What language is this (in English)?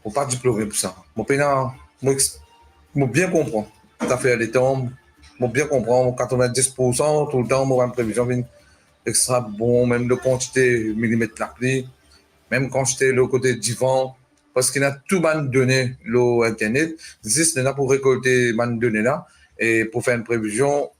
Morisyen